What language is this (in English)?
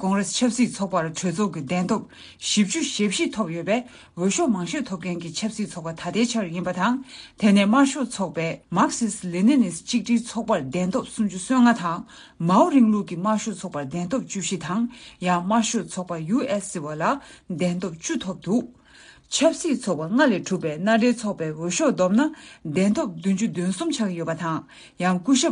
Tibetan